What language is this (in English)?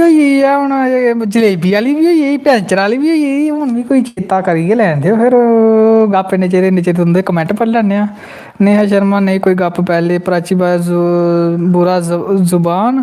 Dogri